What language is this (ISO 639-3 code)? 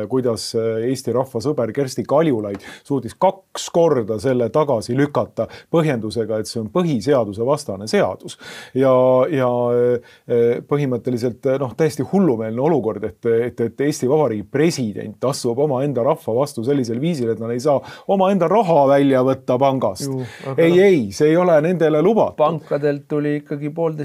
est